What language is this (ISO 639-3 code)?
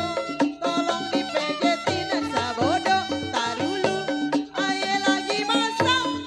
bew